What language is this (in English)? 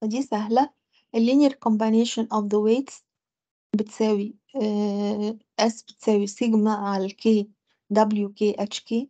Egyptian Arabic